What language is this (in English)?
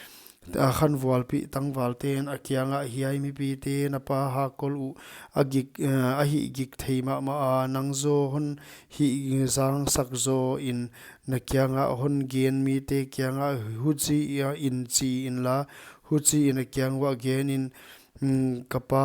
Paite Chin